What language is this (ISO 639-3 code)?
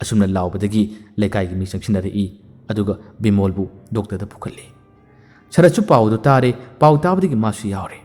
mni